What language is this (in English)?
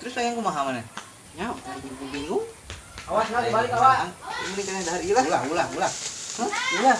Sundanese